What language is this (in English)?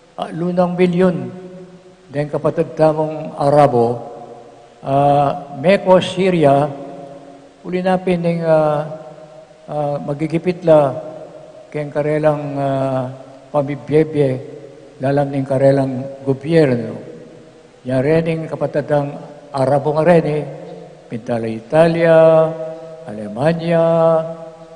Pampanga